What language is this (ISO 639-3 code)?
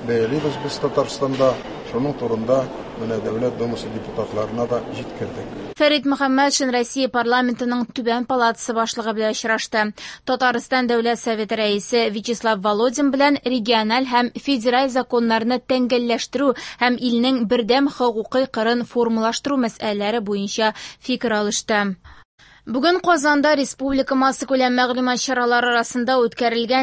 tat